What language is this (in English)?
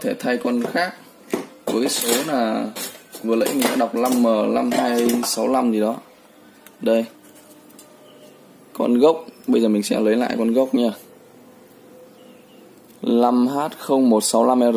Vietnamese